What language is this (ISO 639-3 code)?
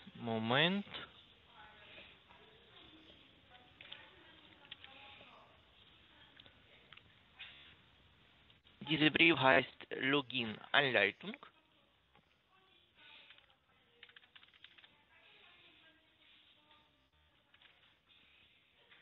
deu